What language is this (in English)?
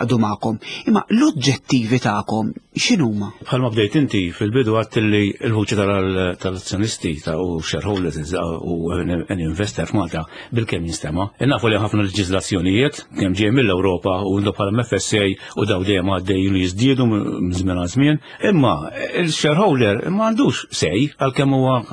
Maltese